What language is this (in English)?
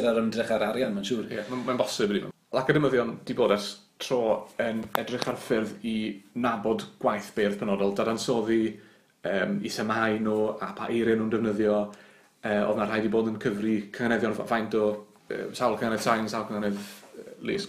Welsh